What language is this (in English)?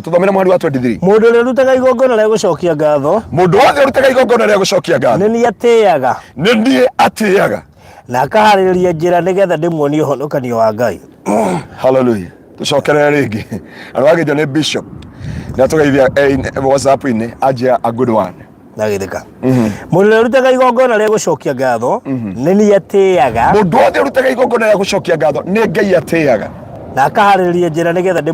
Kikuyu